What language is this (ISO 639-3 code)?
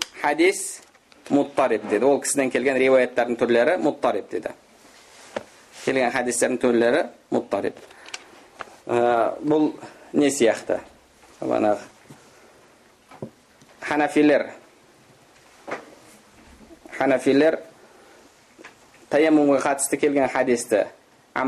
kaz